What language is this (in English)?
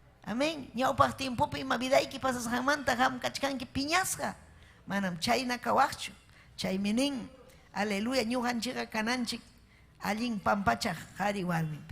Ayacucho Quechua